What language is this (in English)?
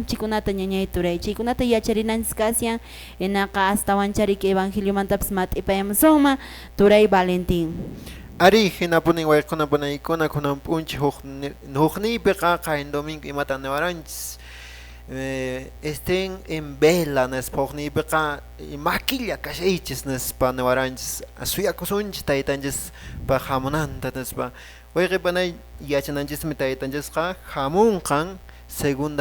Quechua